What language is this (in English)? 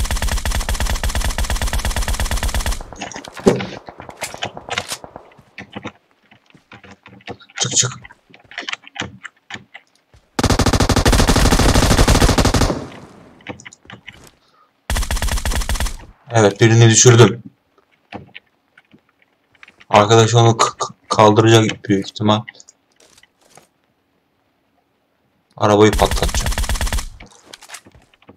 Turkish